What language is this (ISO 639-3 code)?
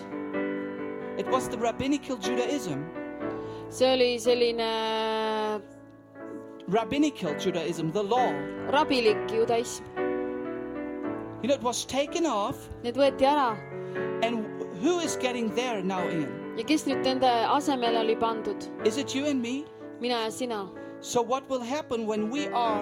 est